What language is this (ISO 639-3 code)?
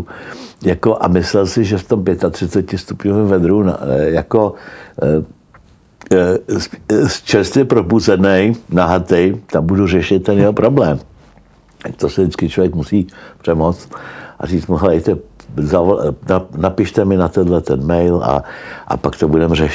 ces